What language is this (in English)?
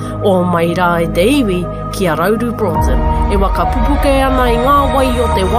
Māori